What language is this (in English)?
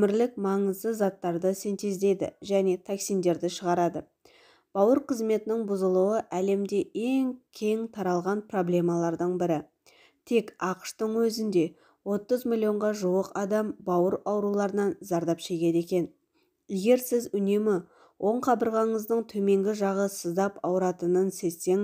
Kazakh